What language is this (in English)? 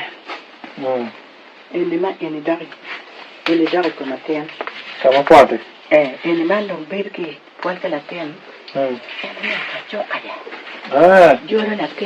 Acoli